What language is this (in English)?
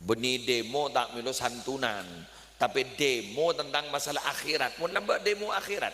Madurese